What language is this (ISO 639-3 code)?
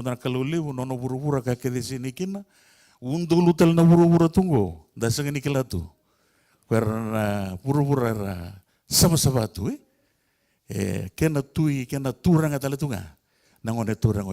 fij